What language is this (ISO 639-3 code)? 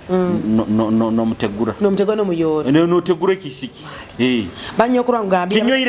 nyo